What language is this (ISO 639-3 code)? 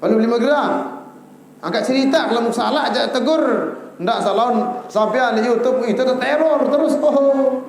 sas